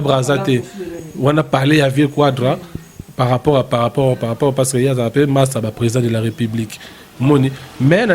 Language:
Lingala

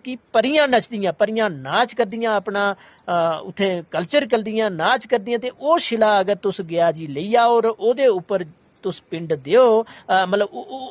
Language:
Dogri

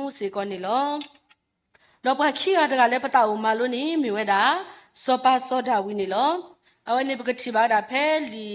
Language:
S'gaw Karen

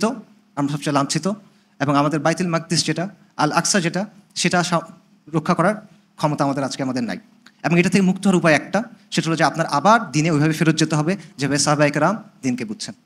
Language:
Bangla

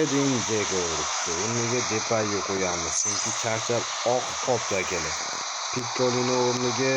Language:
Uzbek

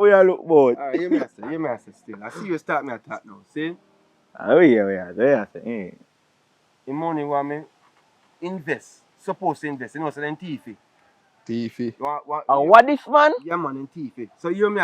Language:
Jamaican Creole English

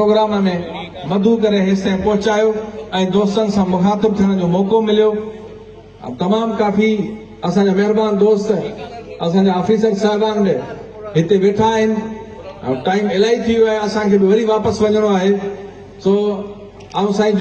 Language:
Sindhi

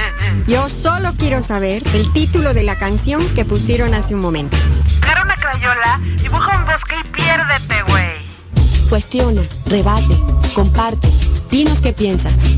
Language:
Spanish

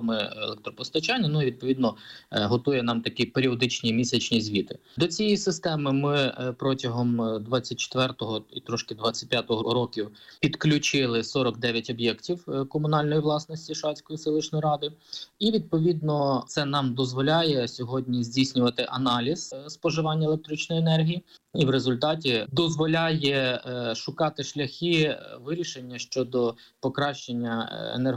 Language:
Ukrainian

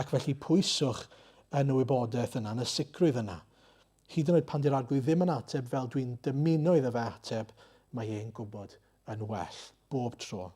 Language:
Welsh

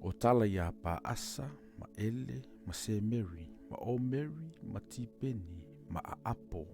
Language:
Samoan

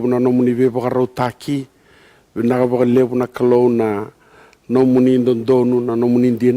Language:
Fijian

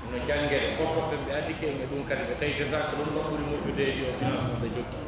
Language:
Pular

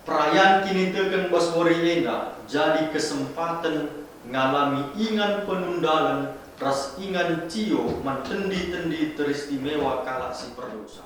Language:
Batak Karo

